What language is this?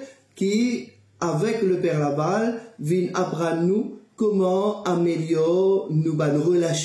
Morisyen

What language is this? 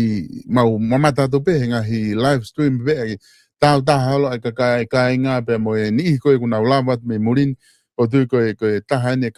Tongan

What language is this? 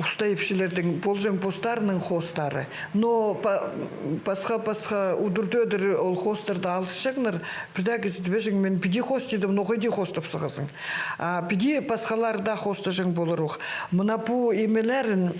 Khakas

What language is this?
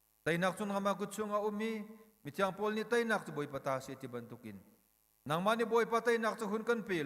Hakha Chin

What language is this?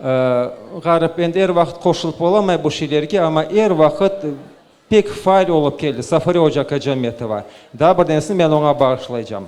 Crimean Tatar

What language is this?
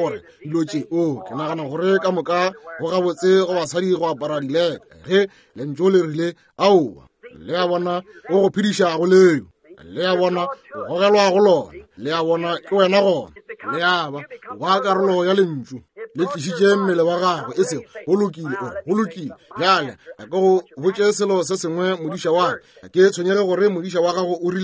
Northern Sotho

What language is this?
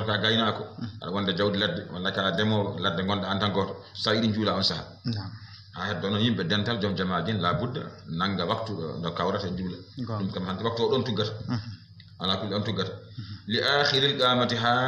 Fula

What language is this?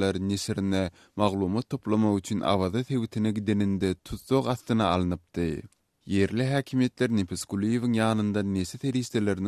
Turkmen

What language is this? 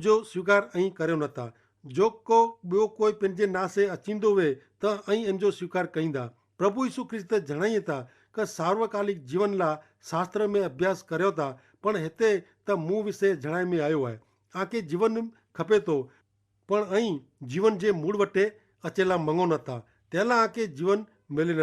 Kachhi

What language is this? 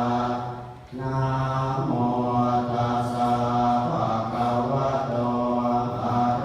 Pali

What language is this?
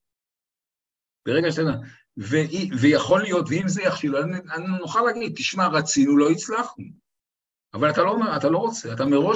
Hebrew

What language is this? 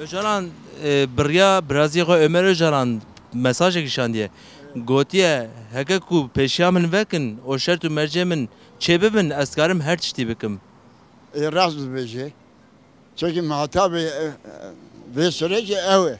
Kurdish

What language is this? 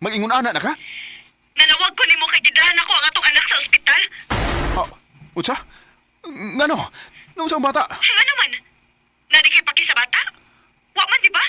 Cebuano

